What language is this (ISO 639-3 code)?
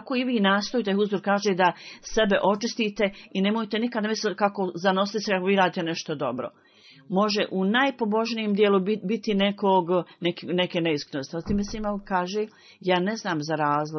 bos